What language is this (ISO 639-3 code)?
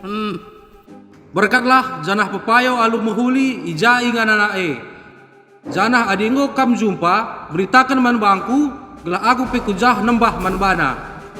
btx